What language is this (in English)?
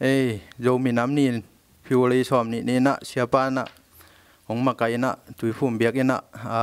Tedim Chin